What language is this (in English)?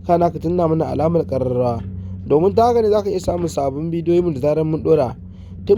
Hausa